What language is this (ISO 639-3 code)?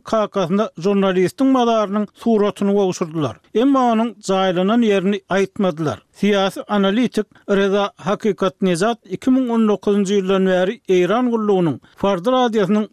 tuk